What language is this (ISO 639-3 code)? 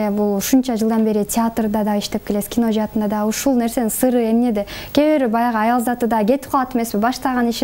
kir